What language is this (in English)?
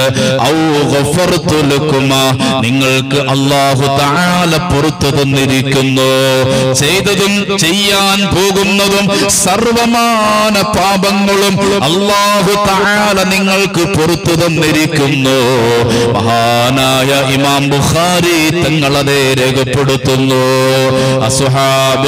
Malayalam